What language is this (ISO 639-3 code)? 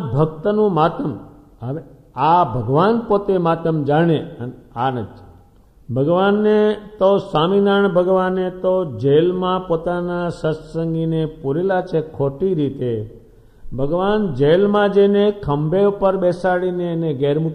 guj